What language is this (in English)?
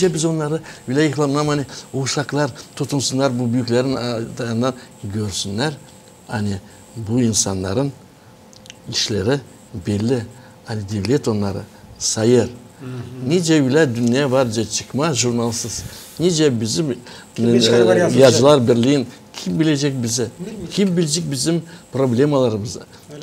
Gagauz